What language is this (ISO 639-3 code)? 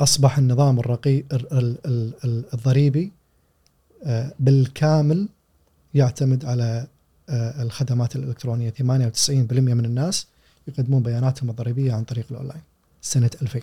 afb